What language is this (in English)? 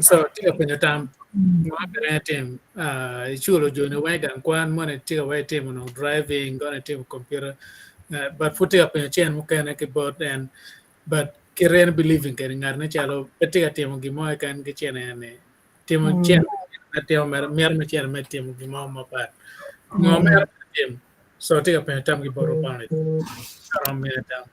Acoli